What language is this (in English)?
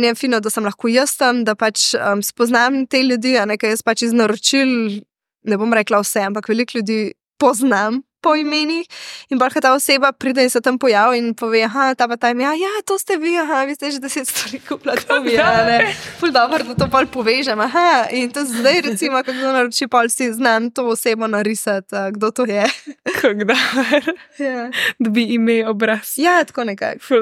Slovenian